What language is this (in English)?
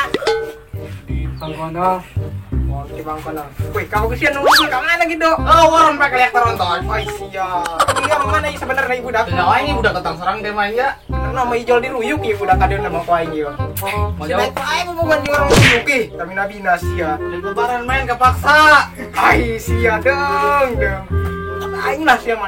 Sundanese